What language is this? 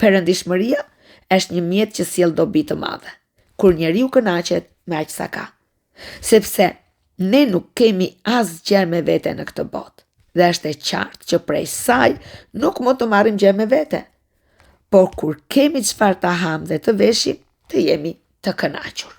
Albanian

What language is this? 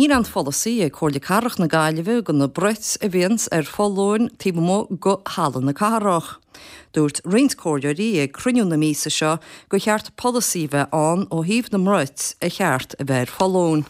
Irish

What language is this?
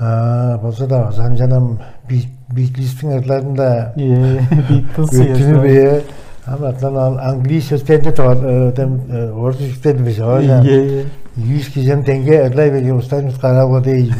Tuvinian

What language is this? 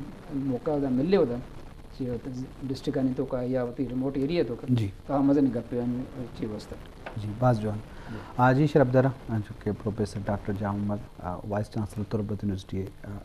Eastern Balochi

